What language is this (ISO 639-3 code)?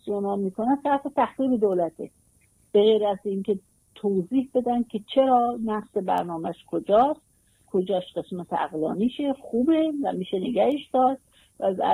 fas